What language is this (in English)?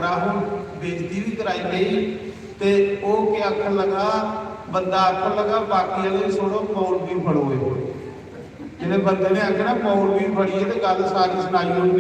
Dogri